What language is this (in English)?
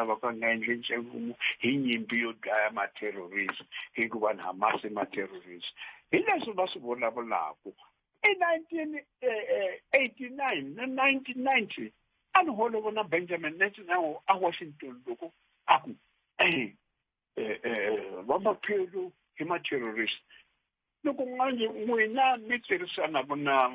Tsonga